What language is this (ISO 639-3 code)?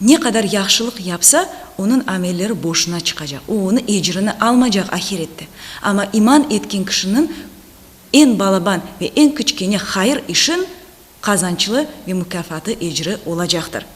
crh